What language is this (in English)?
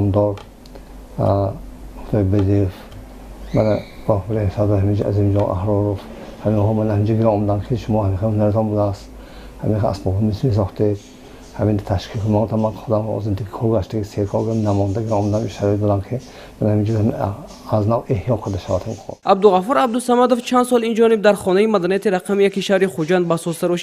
Tajik